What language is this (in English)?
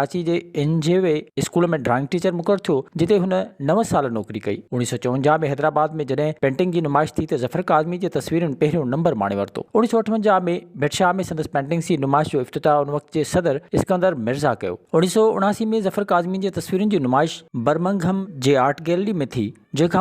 Sindhi